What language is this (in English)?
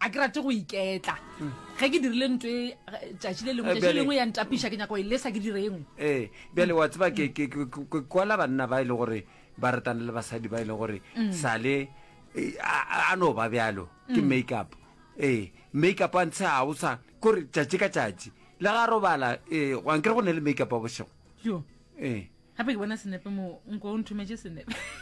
Northern Sotho